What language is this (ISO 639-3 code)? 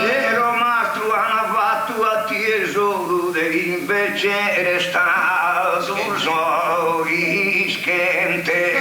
srd